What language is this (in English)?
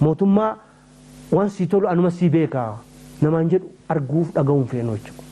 Oromo